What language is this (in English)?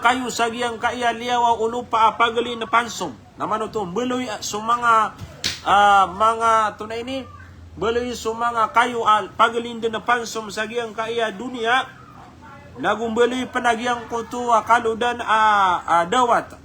Maranao